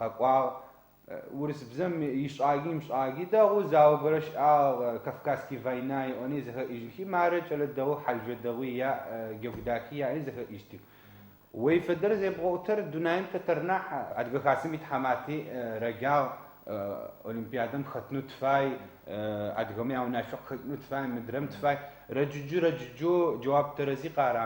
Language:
Adyghe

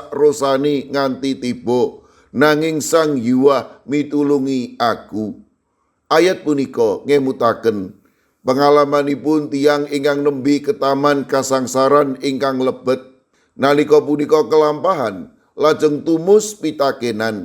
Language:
Javanese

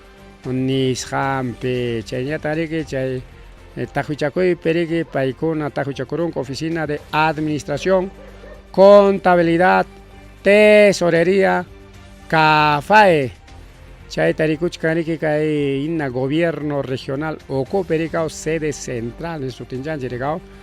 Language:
Ayacucho Quechua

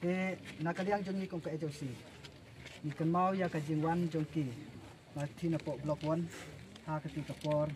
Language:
Khasi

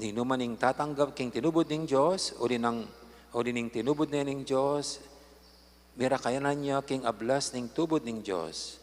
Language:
Pampanga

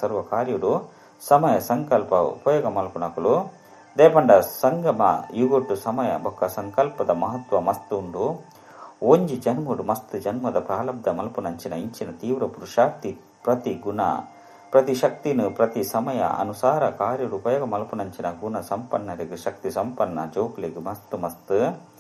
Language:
Tulu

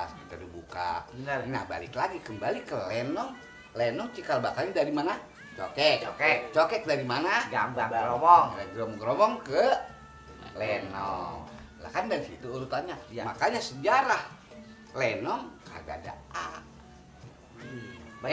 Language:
Betawi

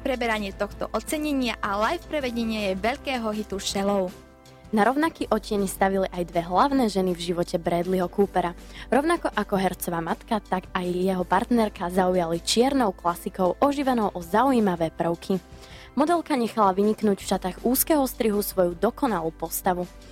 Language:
Slovak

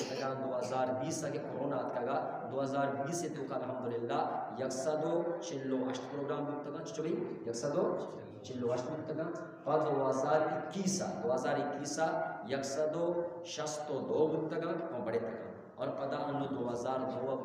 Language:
Eastern Balochi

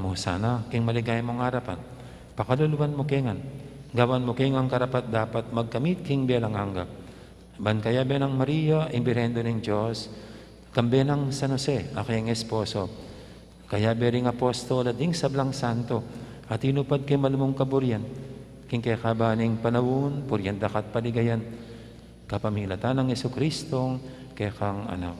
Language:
Pampanga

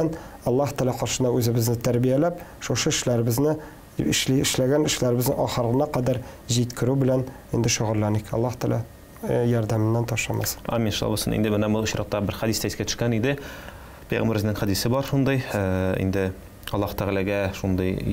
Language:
Tatar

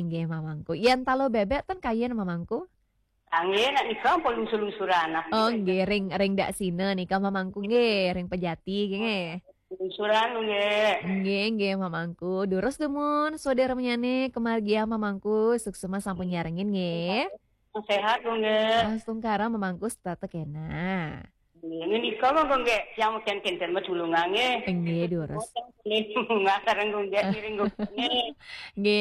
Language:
Balinese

